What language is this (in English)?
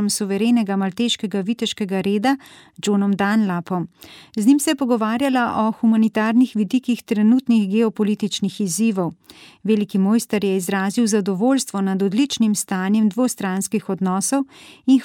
Slovenian